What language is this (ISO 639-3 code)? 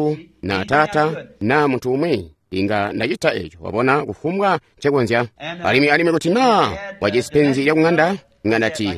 toi